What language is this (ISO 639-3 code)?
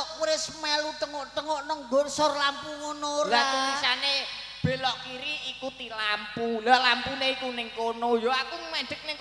jav